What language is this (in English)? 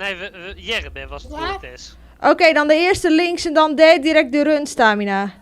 Western Frisian